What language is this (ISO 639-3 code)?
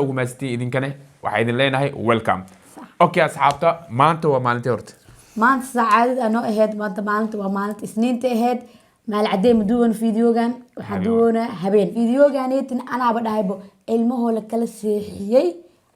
som